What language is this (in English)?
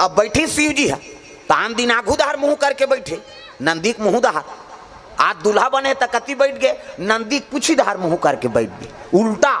Chhattisgarhi